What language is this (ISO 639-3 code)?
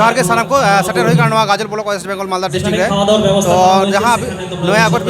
sat